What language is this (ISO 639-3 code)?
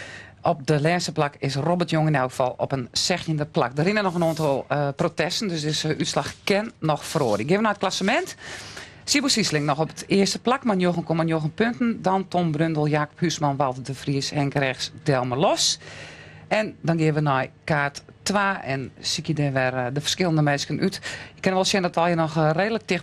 fry